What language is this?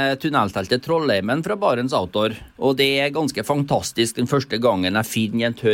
Norwegian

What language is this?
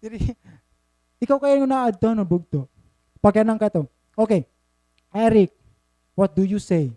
Waray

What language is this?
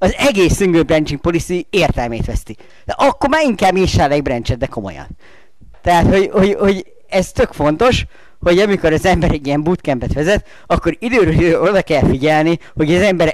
Hungarian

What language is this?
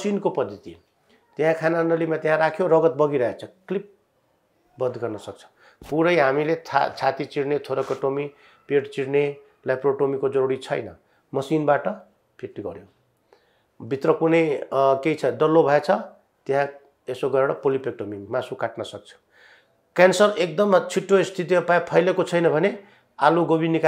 Nepali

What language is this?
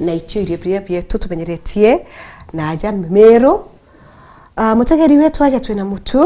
Meru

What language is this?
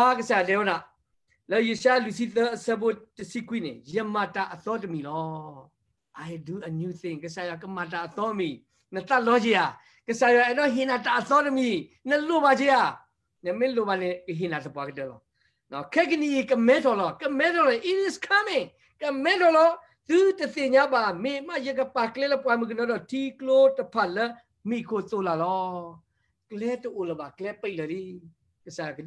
S'gaw Karen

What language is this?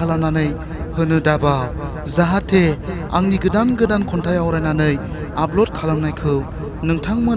Bodo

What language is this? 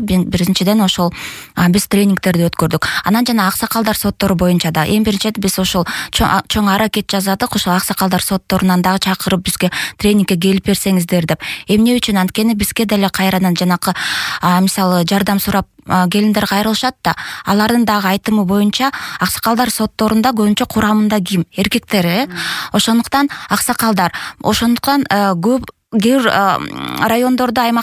Kyrgyz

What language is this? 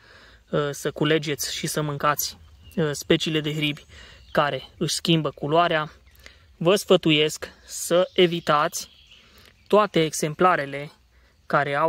Romanian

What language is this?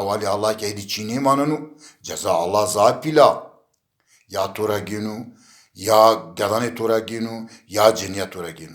Zaza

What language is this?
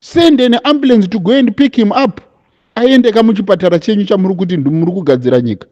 Shona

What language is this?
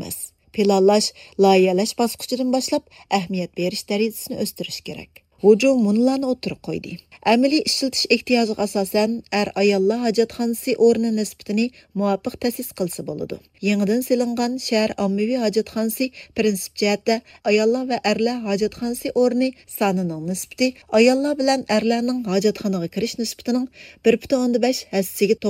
Uyghur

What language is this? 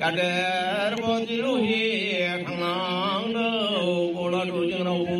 Dimasa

